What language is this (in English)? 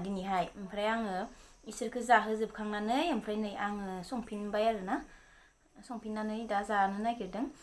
Bodo